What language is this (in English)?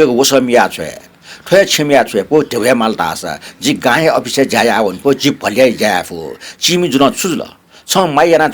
Newari